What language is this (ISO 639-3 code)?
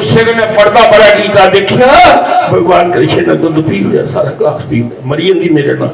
doi